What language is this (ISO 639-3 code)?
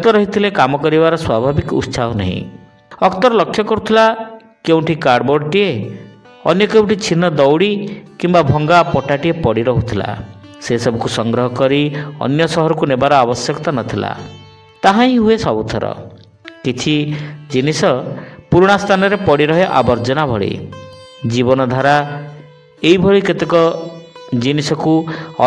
ori